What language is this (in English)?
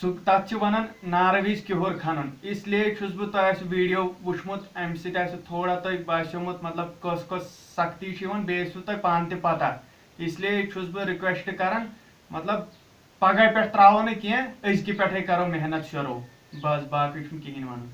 Kashmiri